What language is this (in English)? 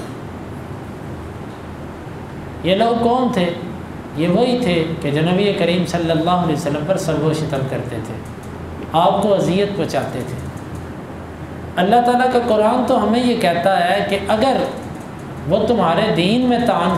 Urdu